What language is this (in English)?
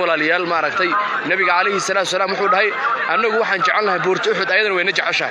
Somali